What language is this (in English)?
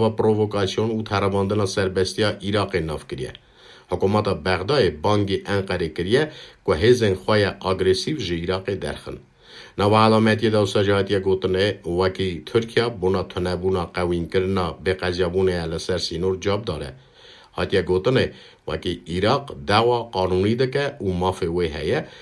Kurdish